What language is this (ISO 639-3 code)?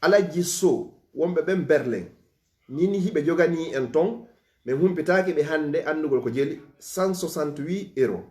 ful